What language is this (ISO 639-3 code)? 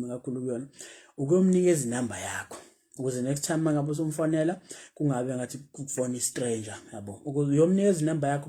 zul